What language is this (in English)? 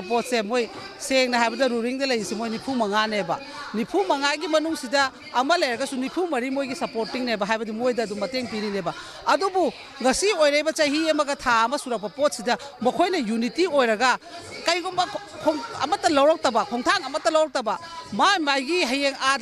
Manipuri